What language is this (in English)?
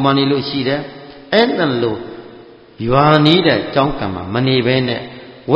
Burmese